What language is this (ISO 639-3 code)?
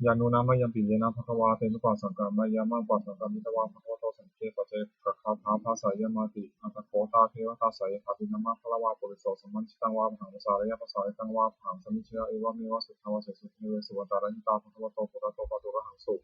pli